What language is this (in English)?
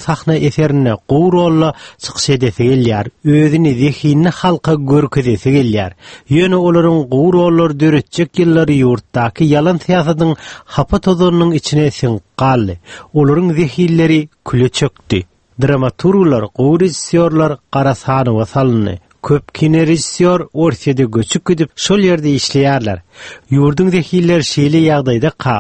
Turkmen